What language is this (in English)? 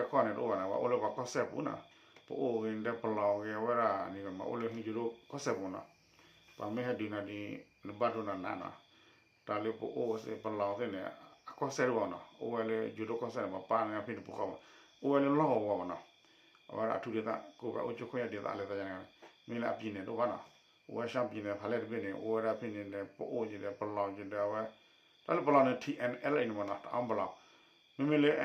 S'gaw Karen